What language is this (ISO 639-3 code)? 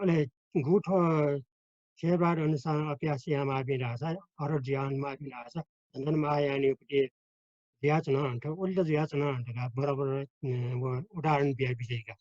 new